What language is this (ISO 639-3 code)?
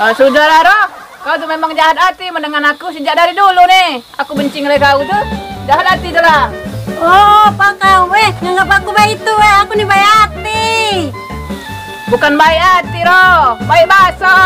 mui